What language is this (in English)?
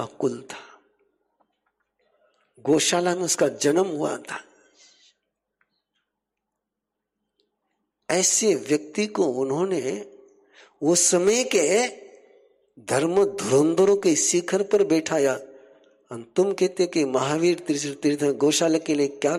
Hindi